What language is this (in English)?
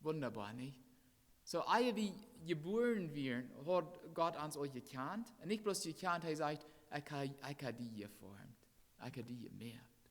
Plautdietsch